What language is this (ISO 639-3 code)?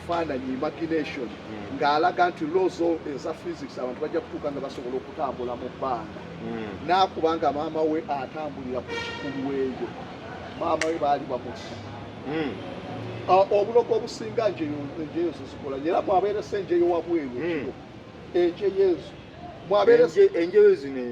lug